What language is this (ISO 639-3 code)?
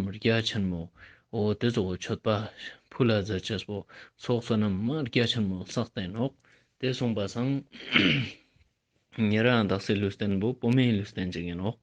lbj